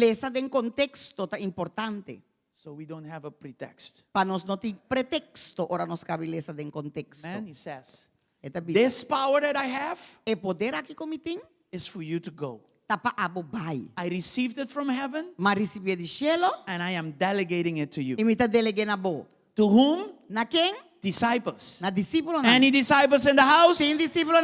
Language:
Papiamento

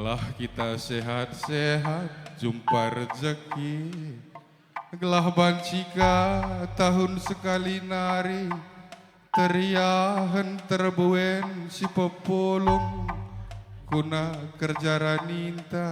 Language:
Batak Karo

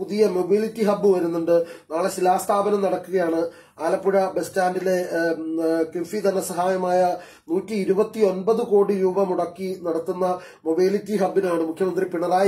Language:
Malayalam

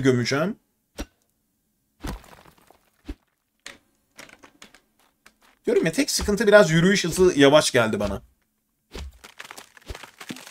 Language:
Turkish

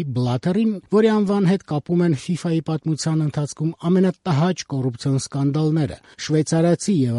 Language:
Armenian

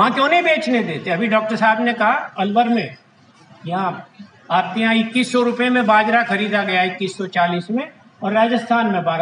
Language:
Hindi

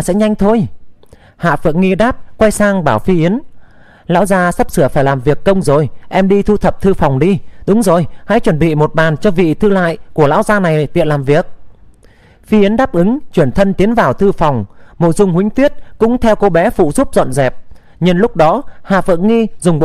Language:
Vietnamese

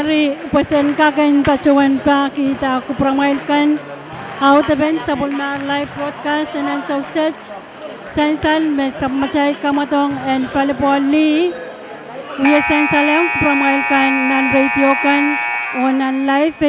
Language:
Pohnpeian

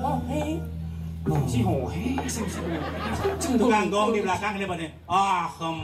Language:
Balinese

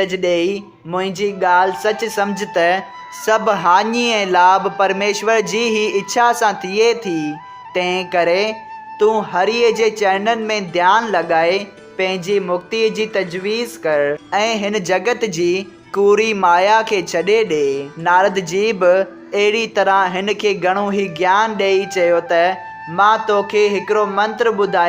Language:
Sindhi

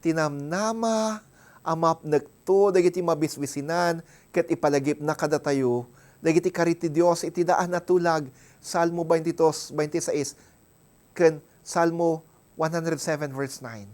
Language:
Iloko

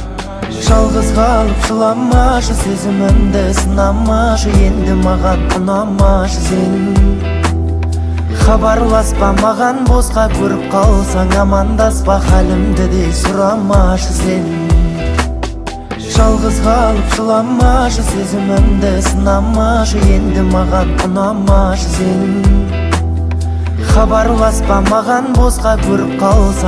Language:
Kazakh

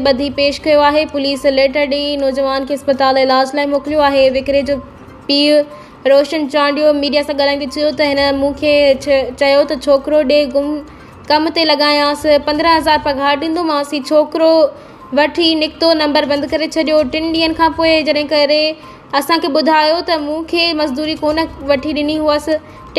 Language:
Sindhi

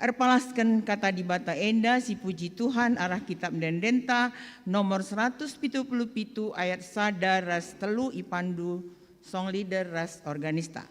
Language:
Batak Karo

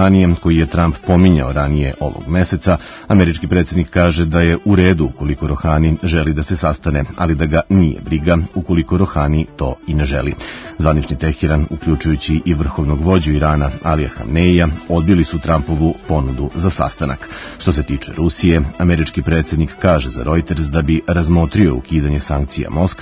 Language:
Serbian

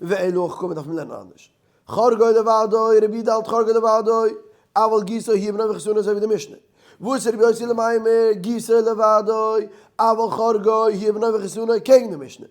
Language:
Yiddish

